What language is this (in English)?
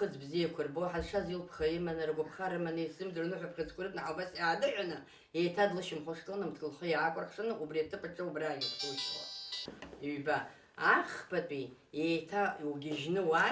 Abkhazian